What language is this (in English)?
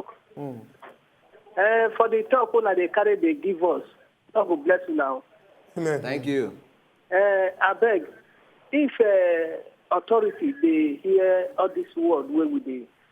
Nigerian Pidgin